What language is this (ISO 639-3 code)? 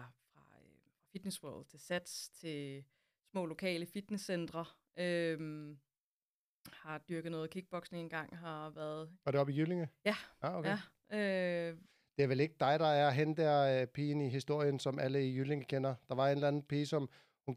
dan